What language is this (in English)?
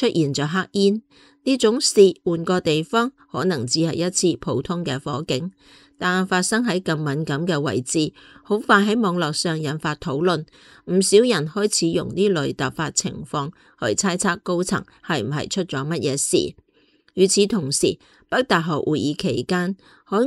Cantonese